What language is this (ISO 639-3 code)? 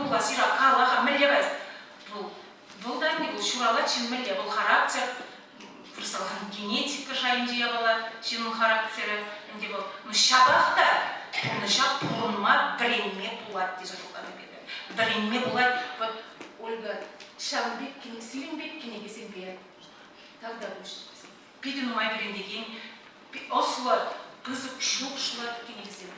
chv